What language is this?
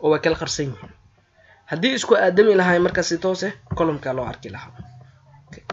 Somali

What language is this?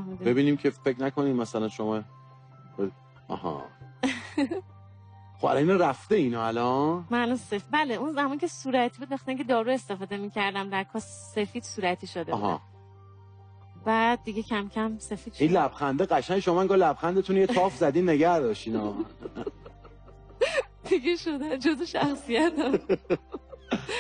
Persian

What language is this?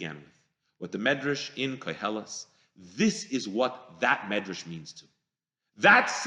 English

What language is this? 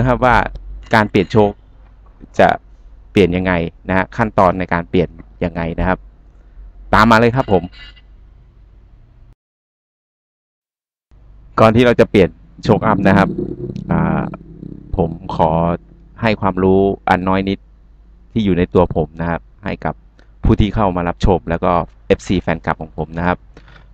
Thai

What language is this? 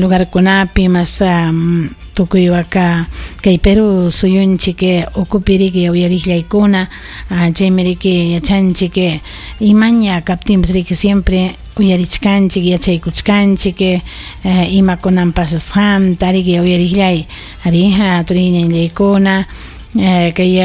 Ayacucho Quechua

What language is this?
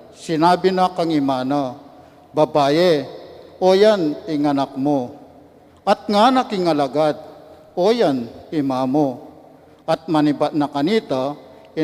Pampanga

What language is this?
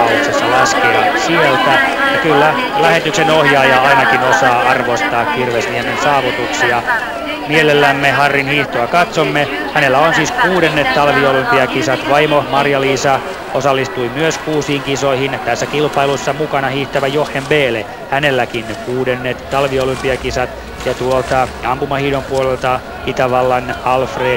Finnish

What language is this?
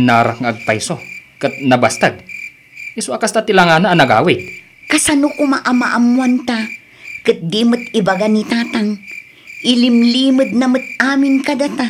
Iloko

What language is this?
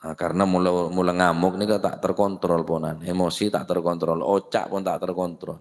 Madurese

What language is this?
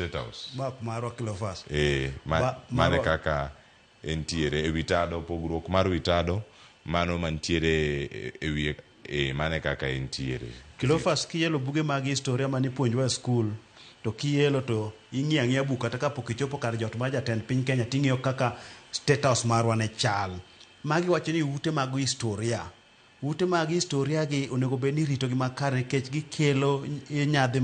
Luo (Kenya and Tanzania)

